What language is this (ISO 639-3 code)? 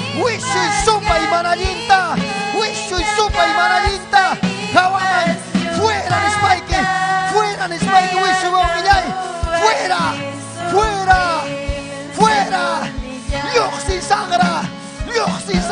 quy